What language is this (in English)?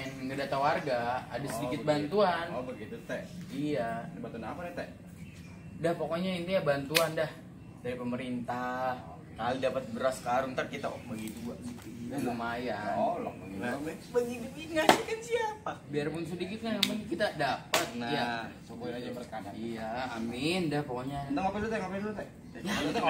Betawi